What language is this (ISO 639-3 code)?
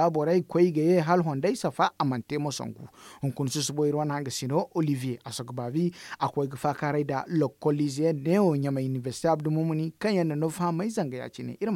dje